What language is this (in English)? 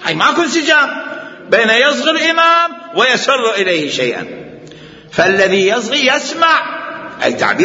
Mesopotamian Arabic